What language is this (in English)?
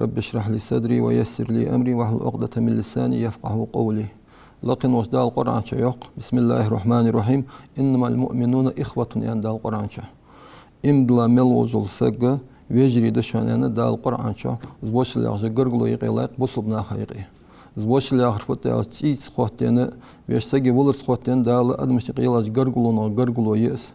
Ingush